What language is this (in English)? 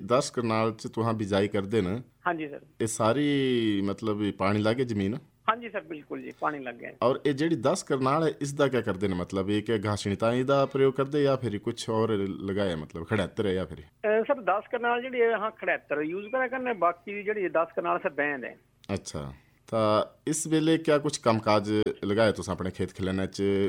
Punjabi